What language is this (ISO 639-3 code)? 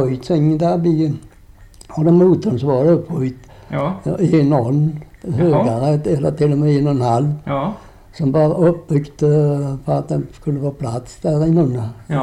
swe